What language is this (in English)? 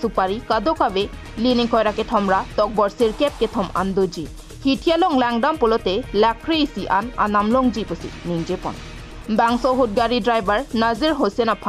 Karbi